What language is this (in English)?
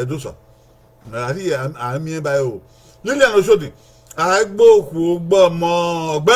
Bini